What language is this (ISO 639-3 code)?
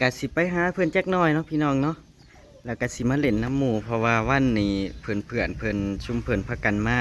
tts